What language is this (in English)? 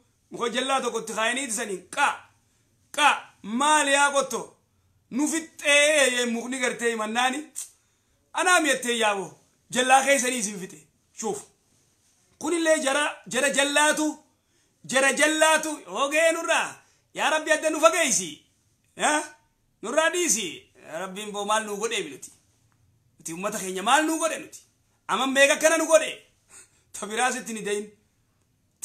Oromo